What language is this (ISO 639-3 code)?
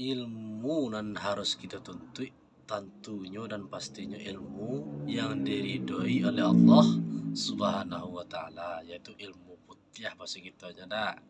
min